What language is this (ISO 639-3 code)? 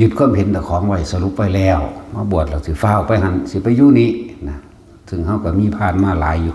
tts